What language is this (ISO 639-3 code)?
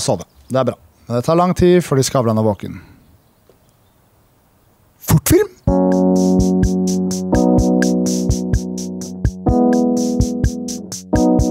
nor